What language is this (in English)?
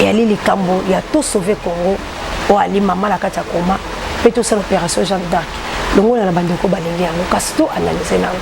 Lingala